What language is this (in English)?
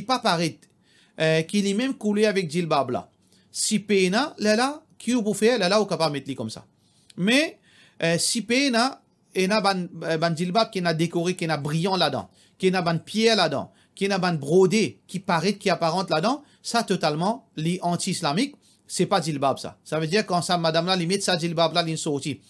Morisyen